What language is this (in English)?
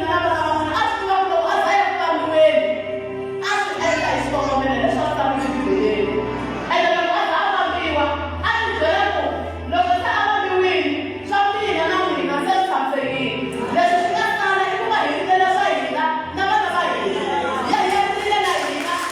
Tsonga